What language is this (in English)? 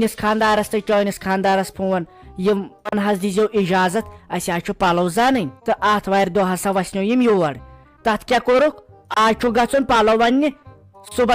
Kashmiri